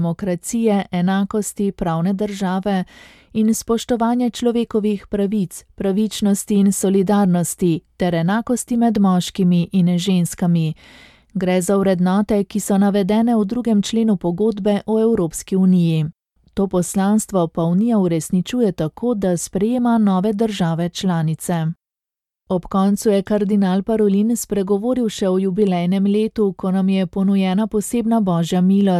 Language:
Slovenian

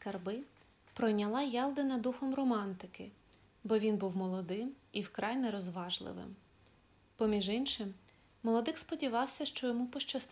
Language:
Ukrainian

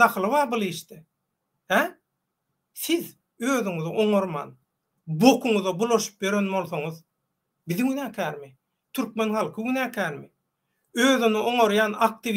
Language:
Turkmen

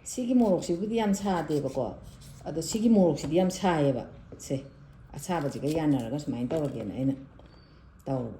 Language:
Manipuri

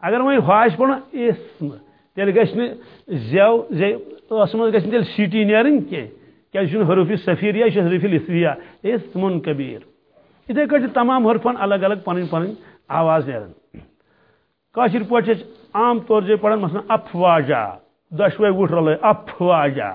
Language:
Kashmiri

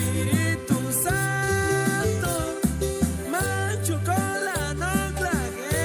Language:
Chuj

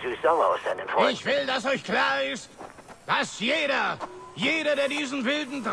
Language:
Bavarian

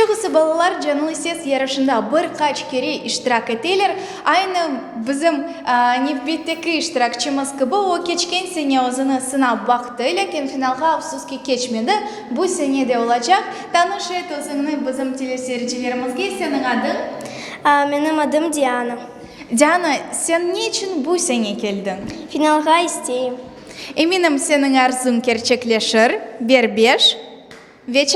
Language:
Crimean Tatar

